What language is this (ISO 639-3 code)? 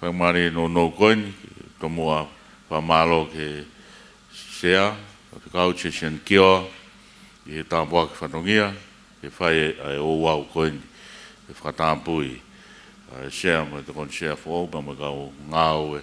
ton